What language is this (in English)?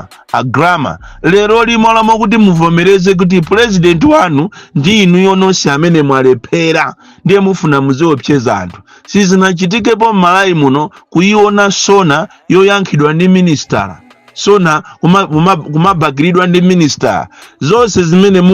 Nyanja